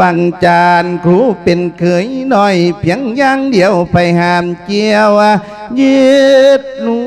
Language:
Lao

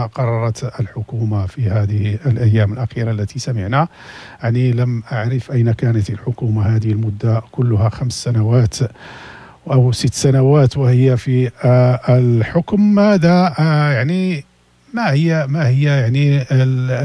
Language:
Moroccan Arabic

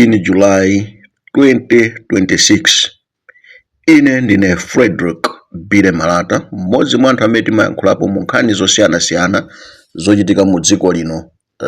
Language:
Nyanja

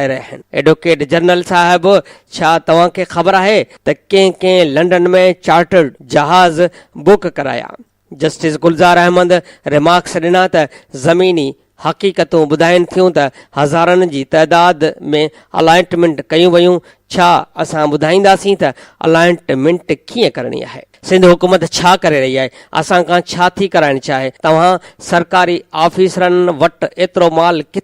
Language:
Sindhi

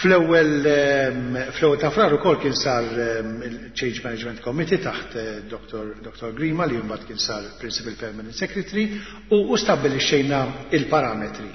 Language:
Maltese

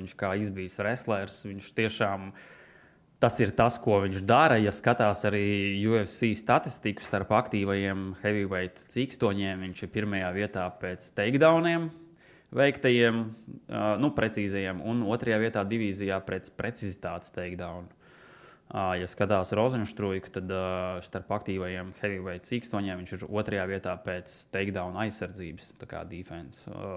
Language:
Latvian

